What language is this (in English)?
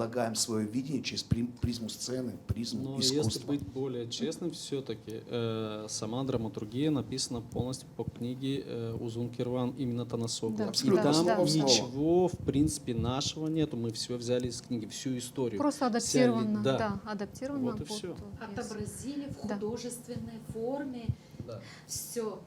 Gagauz